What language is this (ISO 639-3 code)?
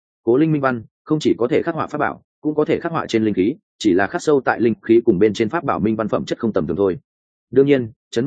vie